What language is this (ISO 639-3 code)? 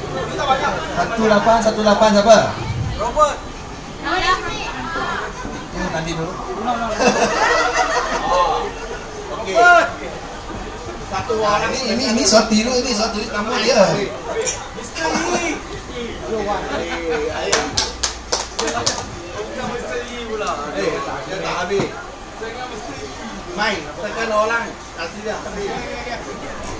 msa